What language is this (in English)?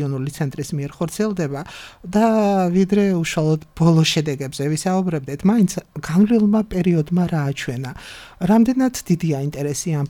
Georgian